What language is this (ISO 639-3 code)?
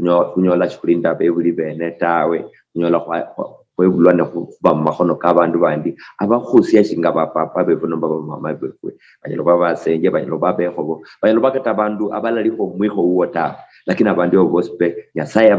luy